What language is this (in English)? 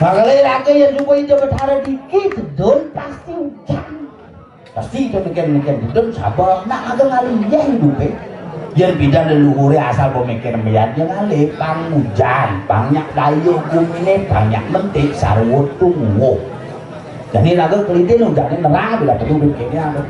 Balinese